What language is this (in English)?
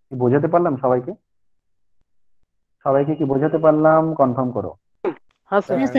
Bangla